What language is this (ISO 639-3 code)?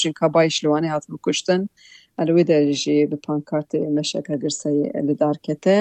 kur